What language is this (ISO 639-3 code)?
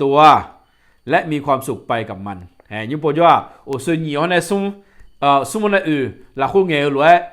ahk